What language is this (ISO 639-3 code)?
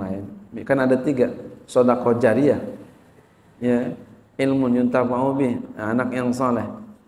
ind